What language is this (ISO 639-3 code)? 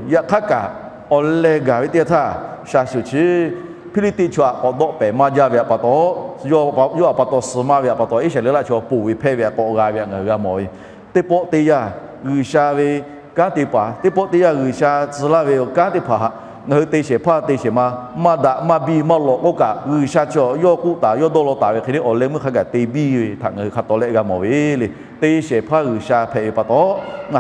lhu